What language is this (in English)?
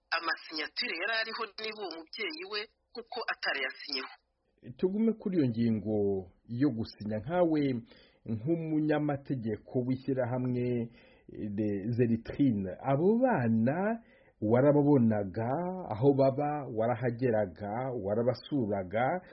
Kinyarwanda